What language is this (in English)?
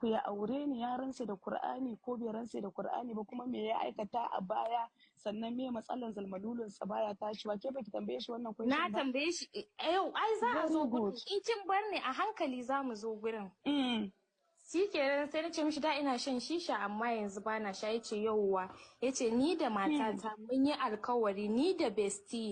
Hausa